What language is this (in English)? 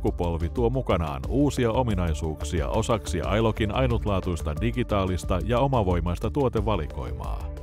Finnish